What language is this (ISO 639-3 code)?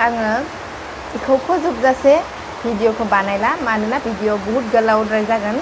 brx